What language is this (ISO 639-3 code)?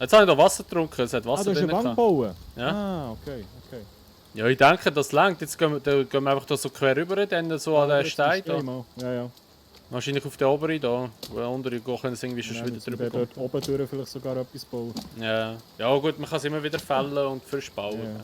gsw